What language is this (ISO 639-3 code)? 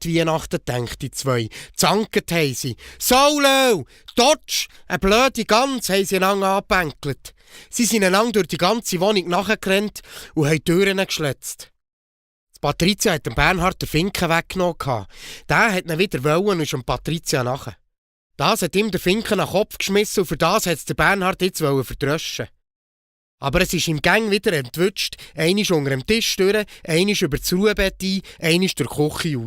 gsw